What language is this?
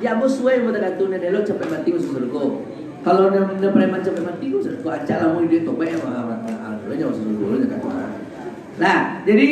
Minangkabau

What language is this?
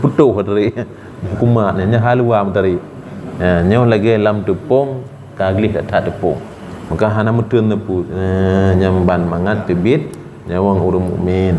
Achinese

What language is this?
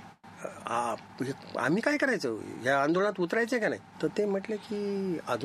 Marathi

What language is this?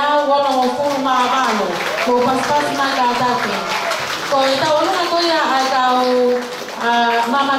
Tongan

